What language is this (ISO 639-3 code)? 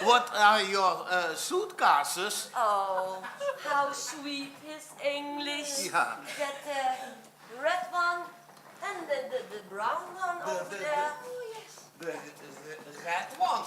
lim